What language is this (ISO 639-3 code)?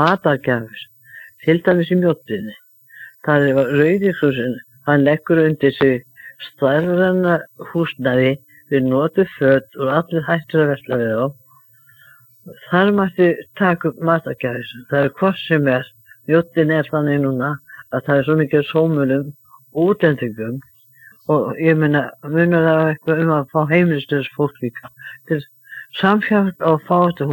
isl